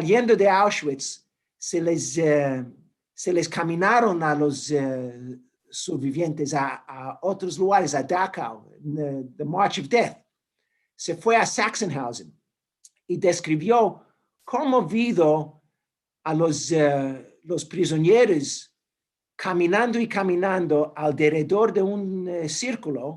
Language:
Ladino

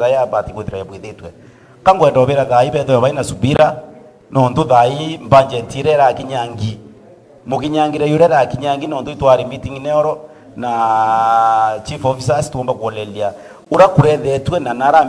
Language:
Meru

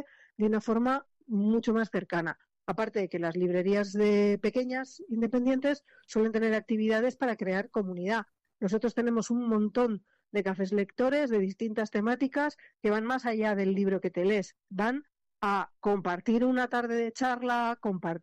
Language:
Spanish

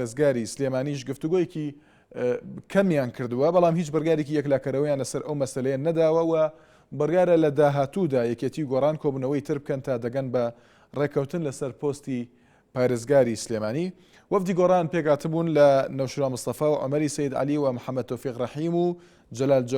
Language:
Central Kurdish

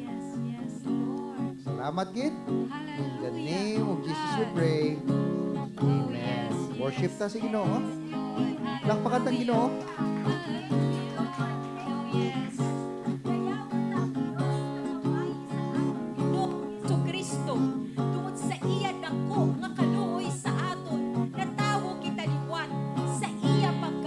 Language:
Hiligaynon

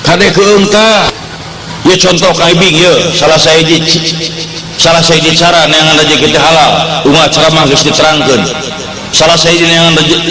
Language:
Sundanese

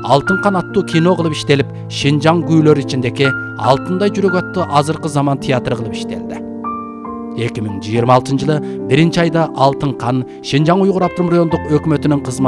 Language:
Kyrgyz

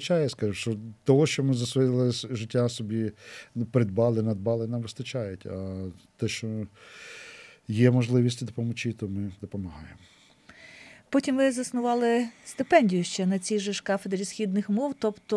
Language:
Ukrainian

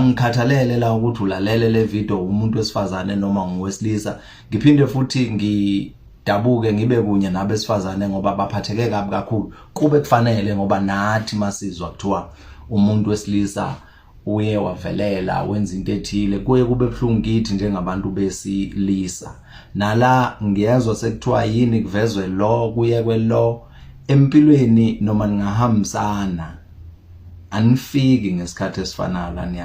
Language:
Zulu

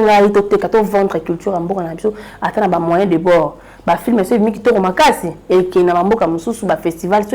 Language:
Lingala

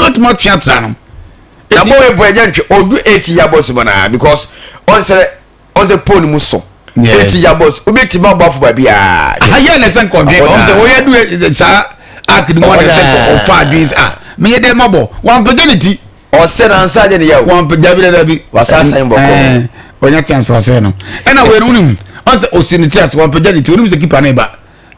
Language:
Akan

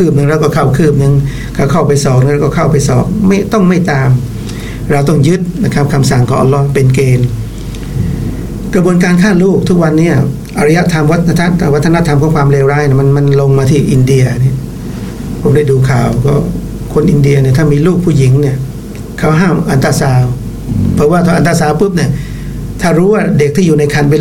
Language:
Thai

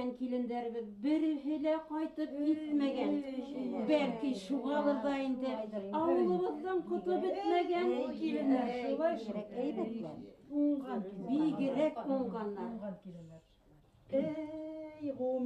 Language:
Bashkir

